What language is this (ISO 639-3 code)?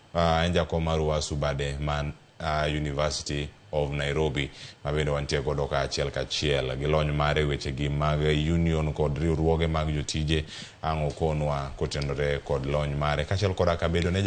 luo